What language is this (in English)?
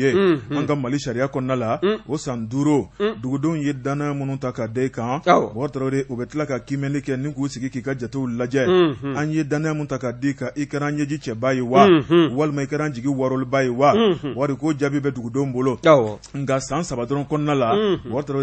Bambara